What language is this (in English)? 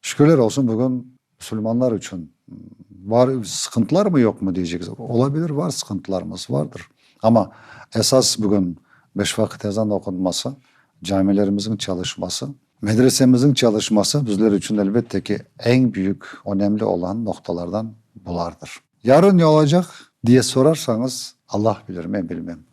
Crimean Tatar